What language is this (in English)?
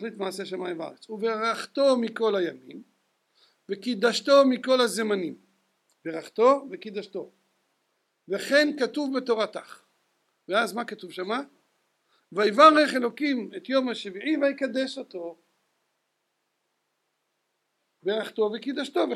Hebrew